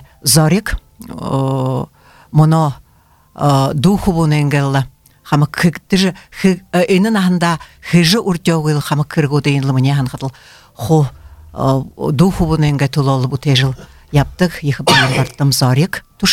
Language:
Buriat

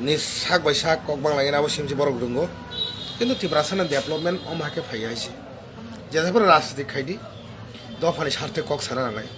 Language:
Kok Borok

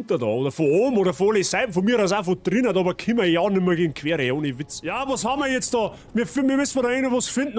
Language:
Bavarian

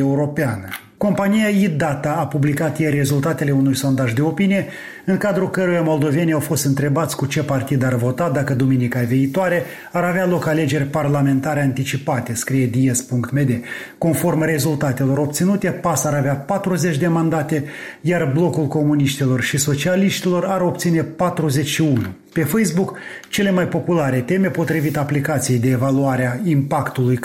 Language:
Romanian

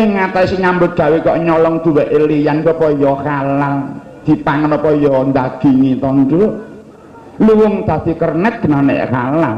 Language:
Javanese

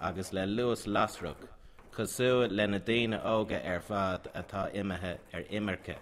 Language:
Irish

